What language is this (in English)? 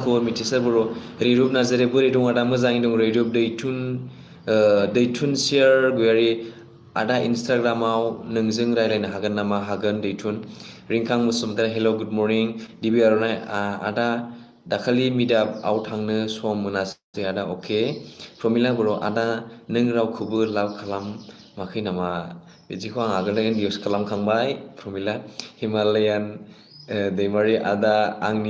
Bodo